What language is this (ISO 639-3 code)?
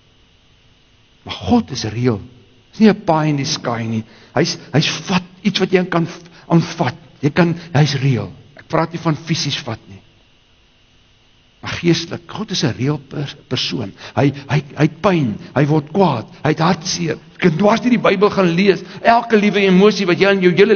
afr